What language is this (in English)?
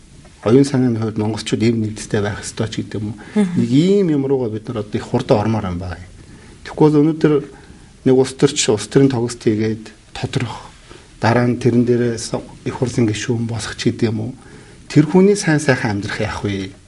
Mongolian